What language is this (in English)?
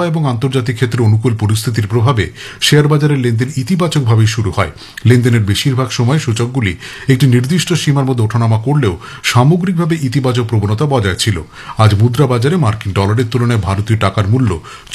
Bangla